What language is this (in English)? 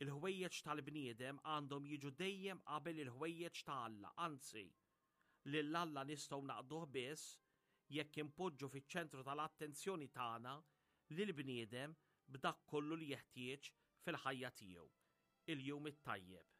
Maltese